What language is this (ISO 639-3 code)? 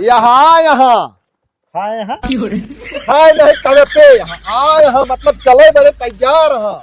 awa